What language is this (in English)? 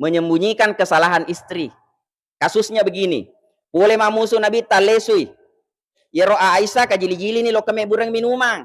Buginese